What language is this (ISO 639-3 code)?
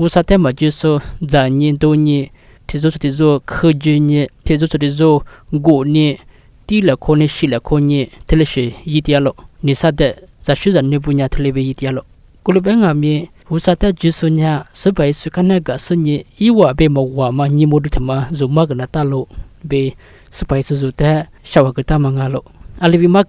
lis